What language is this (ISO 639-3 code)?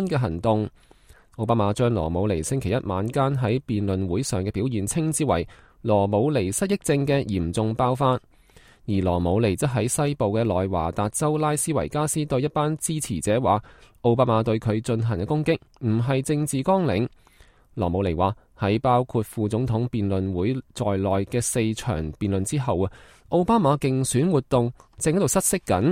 yue